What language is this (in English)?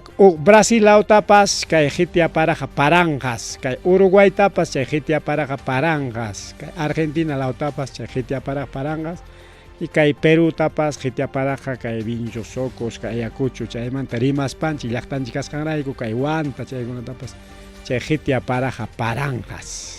Ayacucho Quechua